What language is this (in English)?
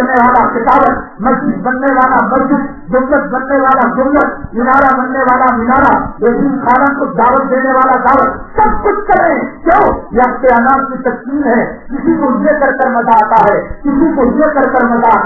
Urdu